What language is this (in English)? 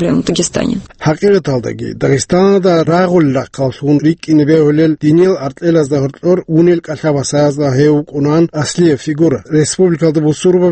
Avaric